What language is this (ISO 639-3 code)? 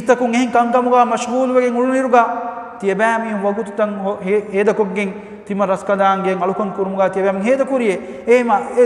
div